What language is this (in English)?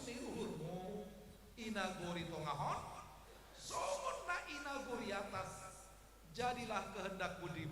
Batak Simalungun